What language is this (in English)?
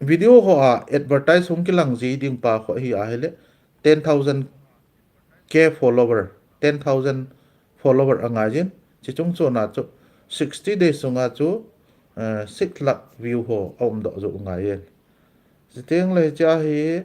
Thado Chin